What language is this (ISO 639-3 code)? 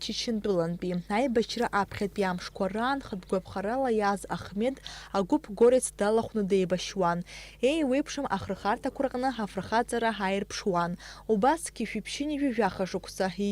abk